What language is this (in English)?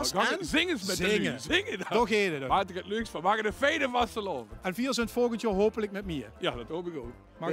Limburgish